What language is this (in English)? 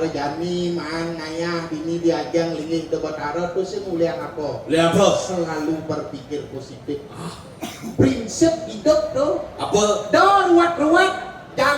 Balinese